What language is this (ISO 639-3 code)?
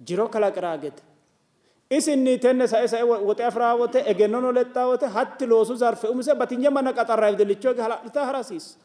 sid